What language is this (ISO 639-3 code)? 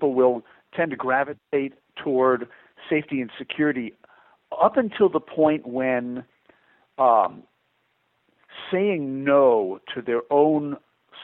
eng